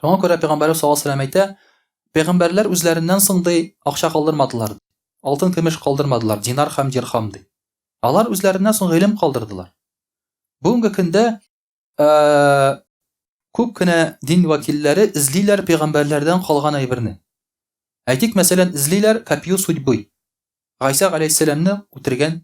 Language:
Tatar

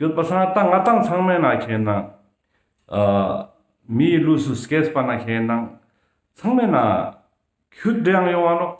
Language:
Ladakhi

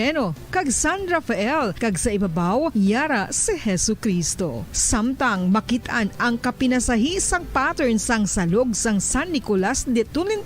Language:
Hiligaynon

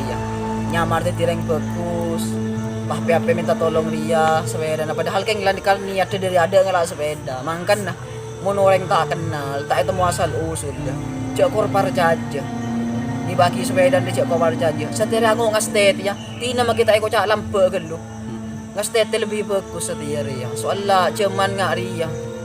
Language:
Madurese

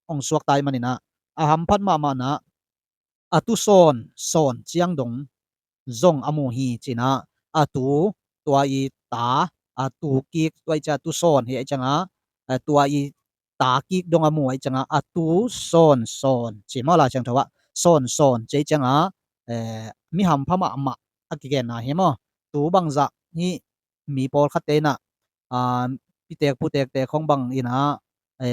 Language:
Tedim Chin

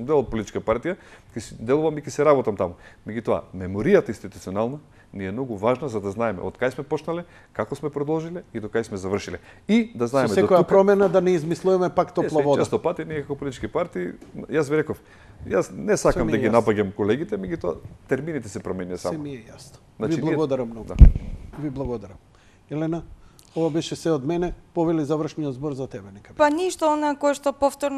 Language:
Macedonian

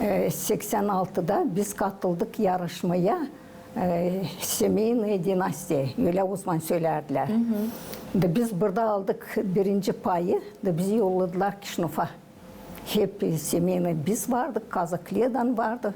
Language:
Gagauz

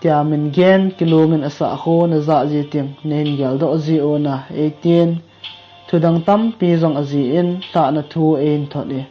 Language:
Thado Chin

